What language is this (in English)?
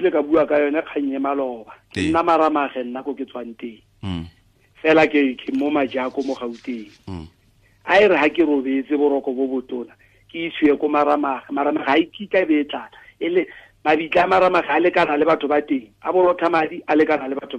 Tswana